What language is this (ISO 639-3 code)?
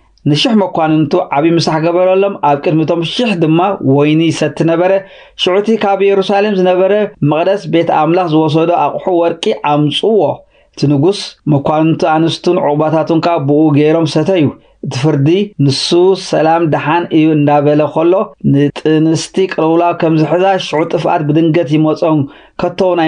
tir